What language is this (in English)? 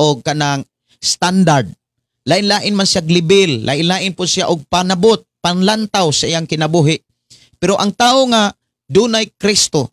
Cebuano